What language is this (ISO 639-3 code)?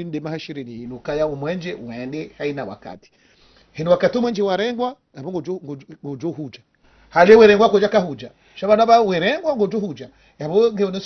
zdj